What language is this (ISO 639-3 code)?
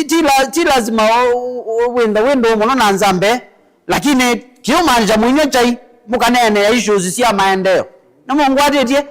kam